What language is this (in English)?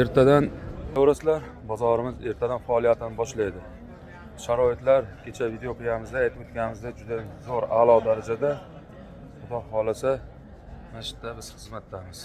Uzbek